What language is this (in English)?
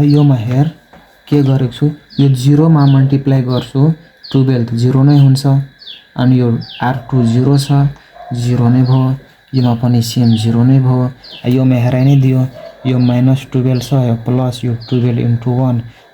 Nepali